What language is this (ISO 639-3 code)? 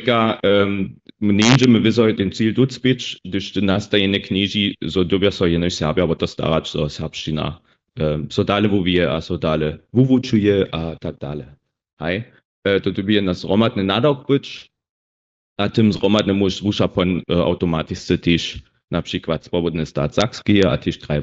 hsb